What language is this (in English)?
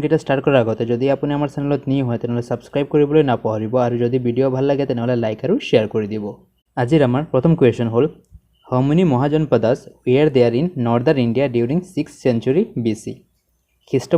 Assamese